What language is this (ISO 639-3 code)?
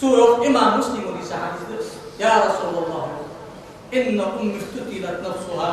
inh